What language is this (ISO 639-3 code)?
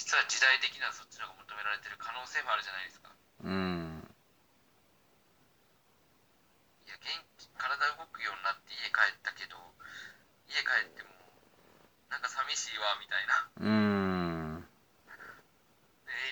jpn